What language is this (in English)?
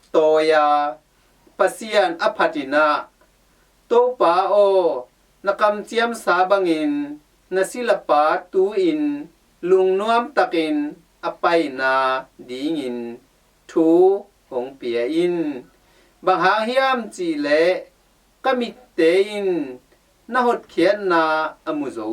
Tedim Chin